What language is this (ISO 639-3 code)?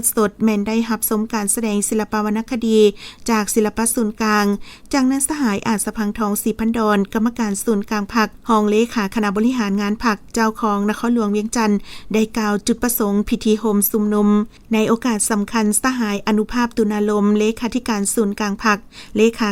lao